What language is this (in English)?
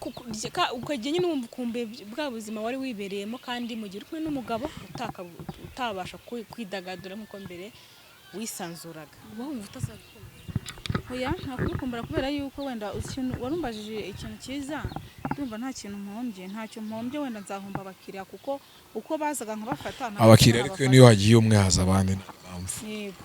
Kinyarwanda